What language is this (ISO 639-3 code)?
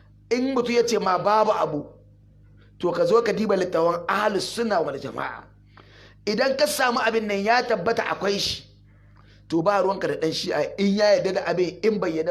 hau